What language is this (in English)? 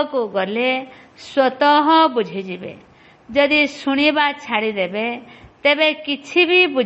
Odia